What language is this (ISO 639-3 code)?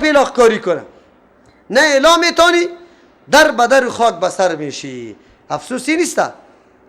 fas